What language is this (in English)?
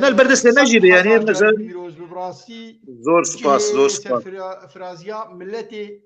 Kurdish